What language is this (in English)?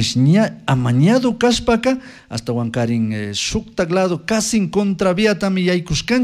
Chimborazo Highland Quichua